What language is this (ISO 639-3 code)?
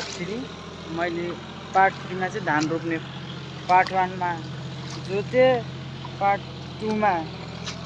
nep